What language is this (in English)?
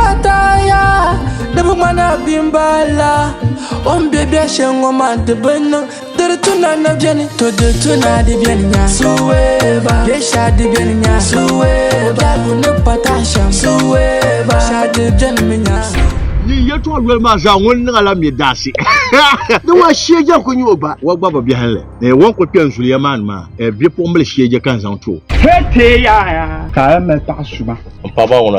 Dagbani